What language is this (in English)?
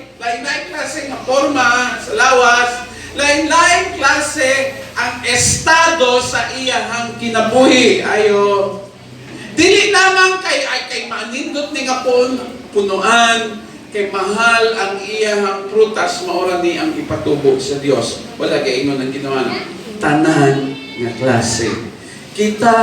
Cebuano